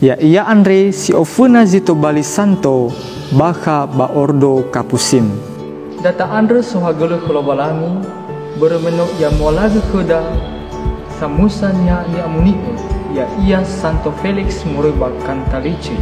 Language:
Nias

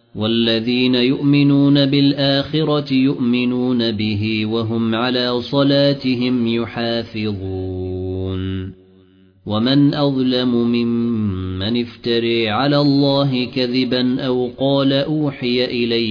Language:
Arabic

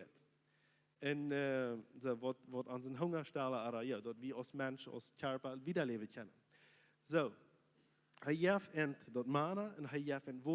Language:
Plautdietsch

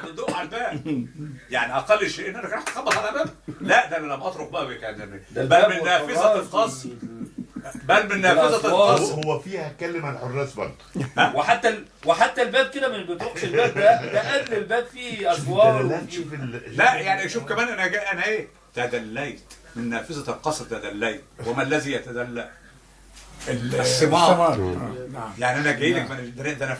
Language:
Egyptian Arabic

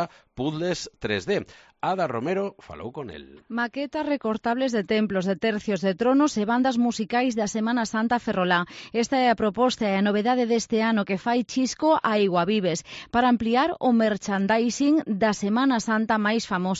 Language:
Galician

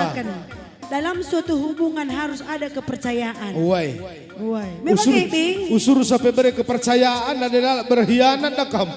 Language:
Batak Karo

